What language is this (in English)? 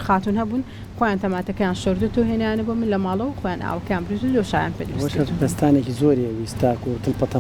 Central Kurdish